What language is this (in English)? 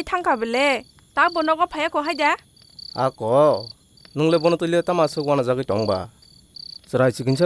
Kok Borok